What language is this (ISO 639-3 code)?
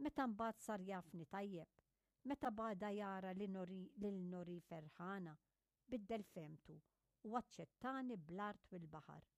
mlt